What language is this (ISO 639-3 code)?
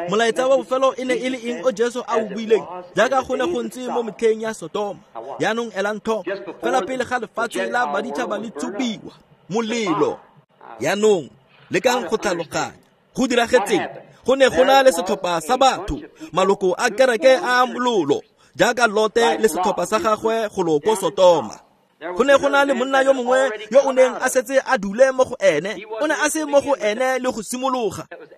tsn